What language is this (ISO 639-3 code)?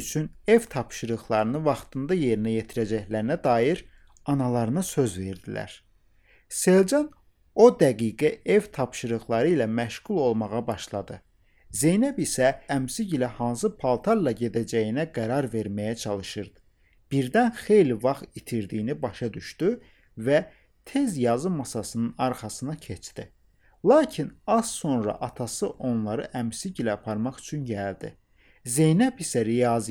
aze